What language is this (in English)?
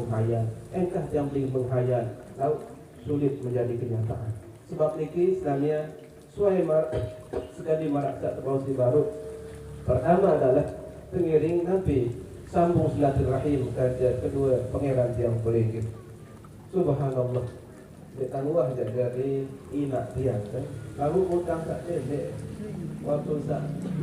Sasak